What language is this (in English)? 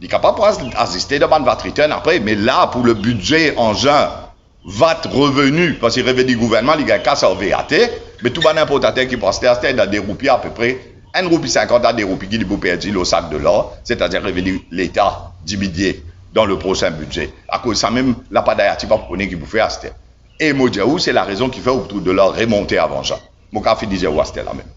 Morisyen